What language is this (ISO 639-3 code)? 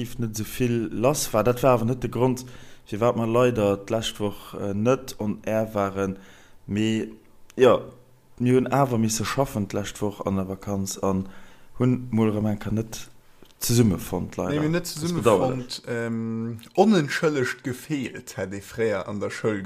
ltz